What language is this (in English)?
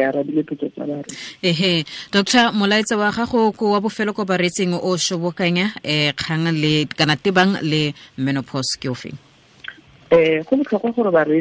Tswana